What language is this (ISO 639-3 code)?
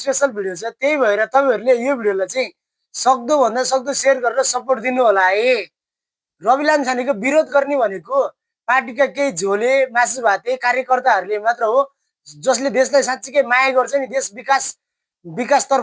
nep